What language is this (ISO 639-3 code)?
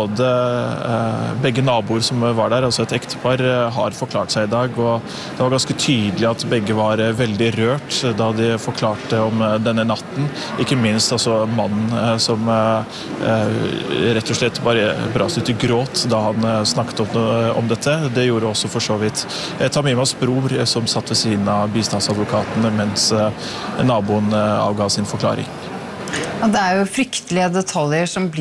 nor